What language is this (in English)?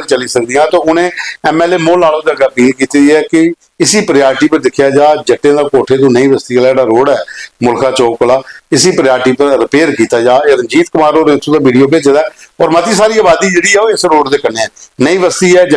Dogri